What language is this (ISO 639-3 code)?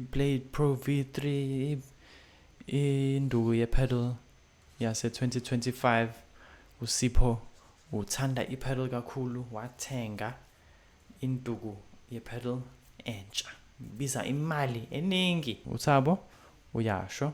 zul